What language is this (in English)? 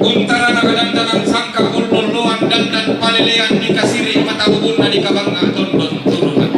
Toraja-Sa'dan